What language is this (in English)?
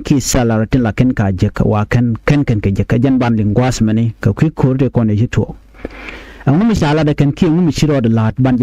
Nuer